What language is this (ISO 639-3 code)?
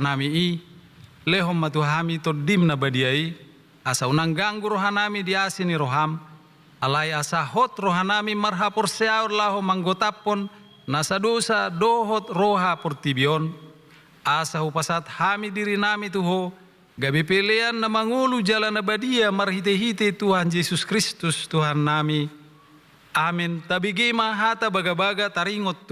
bbc